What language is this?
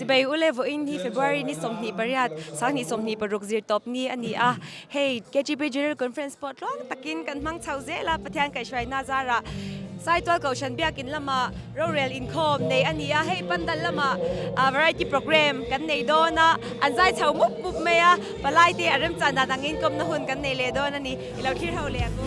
Mizo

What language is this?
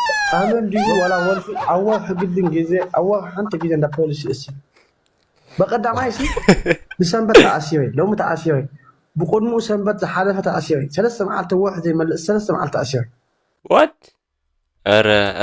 Tigrinya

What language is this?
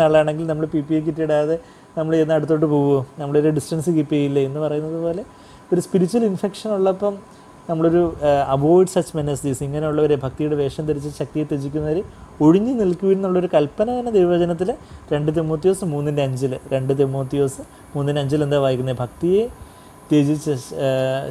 Malayalam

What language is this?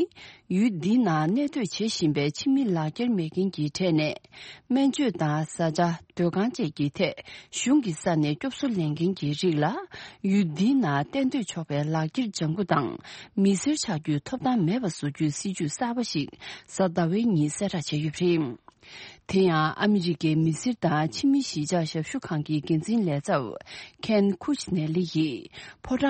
Tibetan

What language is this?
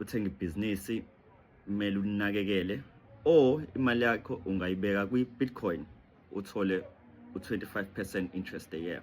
Zulu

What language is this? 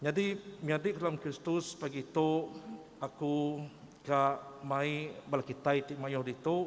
Iban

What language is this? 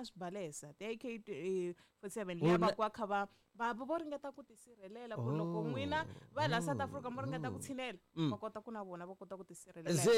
Tsonga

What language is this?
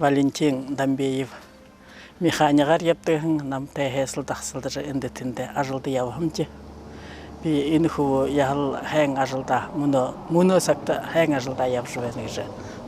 Buriat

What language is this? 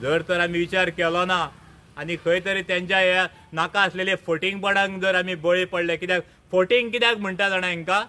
Konkani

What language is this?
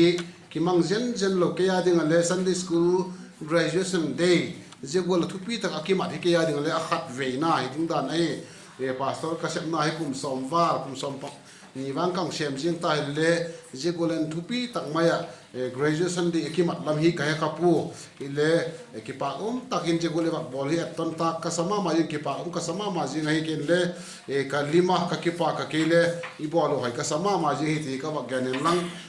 Vaiphei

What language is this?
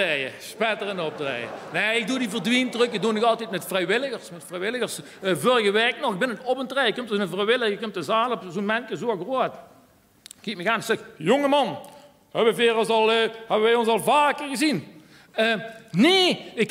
Limburgish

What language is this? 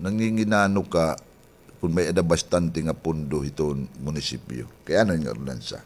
Waray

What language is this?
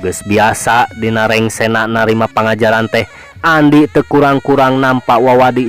Sundanese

